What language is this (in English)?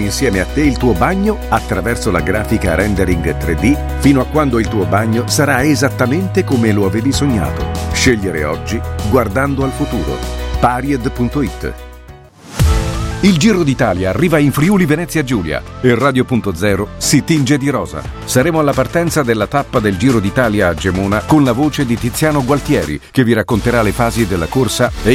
Italian